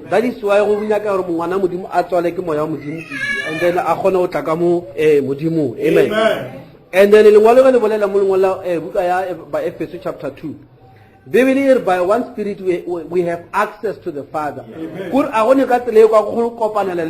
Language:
Northern Sotho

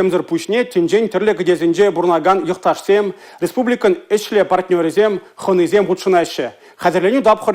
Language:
Chuvash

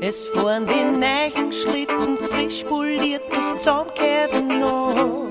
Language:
Bavarian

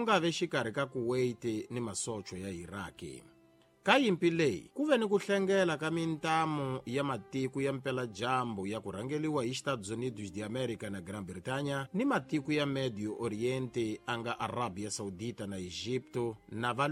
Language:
Tsonga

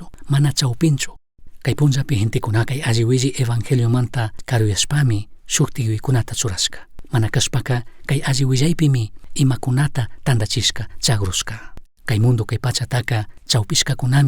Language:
Chimborazo Highland Quichua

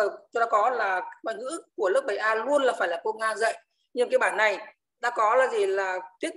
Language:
Vietnamese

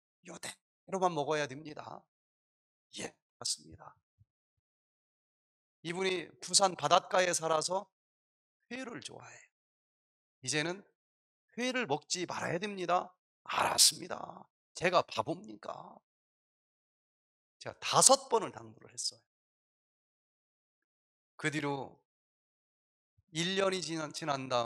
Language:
Korean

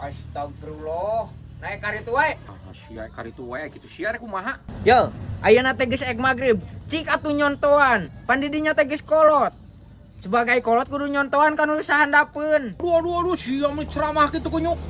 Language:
Sundanese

